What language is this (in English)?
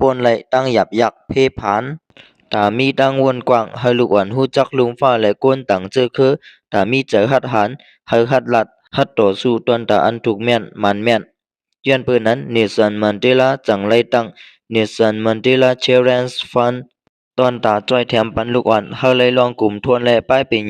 Lao